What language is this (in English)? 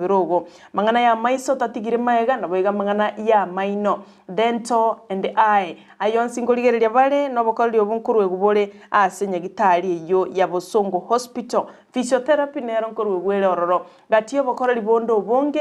Gusii